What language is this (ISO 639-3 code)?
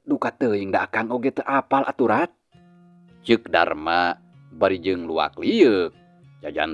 sun